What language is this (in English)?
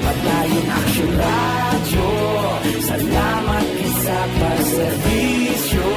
Hiligaynon